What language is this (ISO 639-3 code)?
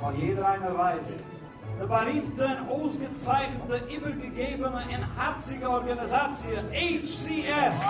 yid